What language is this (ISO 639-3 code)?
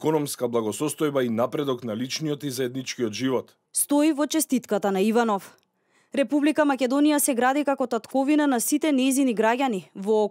mkd